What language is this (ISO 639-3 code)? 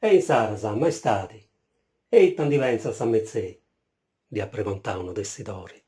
srd